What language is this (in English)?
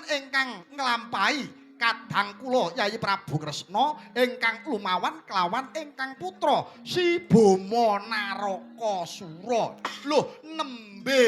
Javanese